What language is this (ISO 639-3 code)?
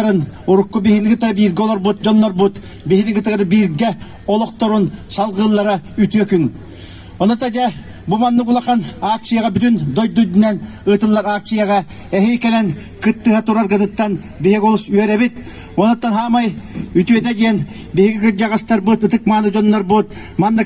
sah